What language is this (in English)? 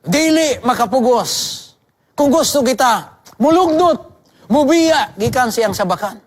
Cebuano